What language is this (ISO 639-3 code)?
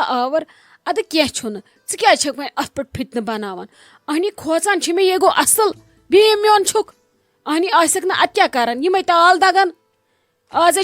kas